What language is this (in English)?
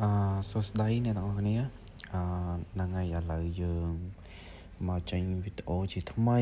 Khmer